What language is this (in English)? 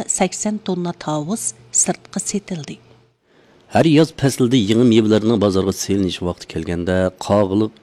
Uyghur